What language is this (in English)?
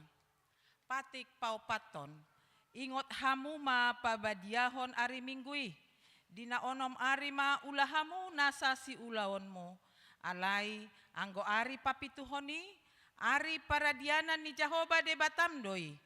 Batak Toba